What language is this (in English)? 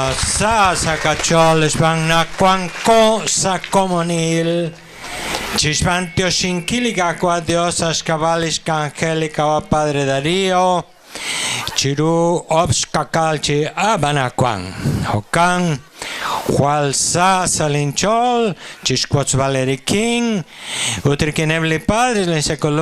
Kekchí